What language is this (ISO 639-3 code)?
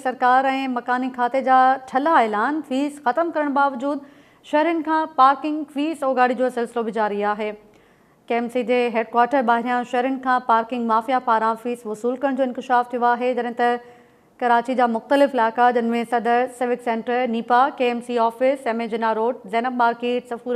snd